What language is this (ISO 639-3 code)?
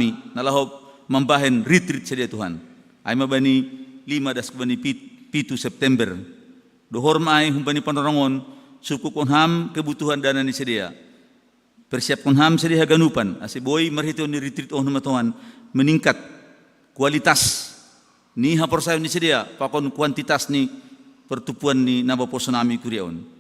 bts